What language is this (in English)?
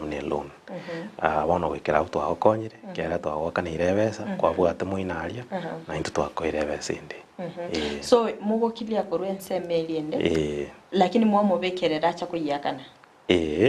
Gusii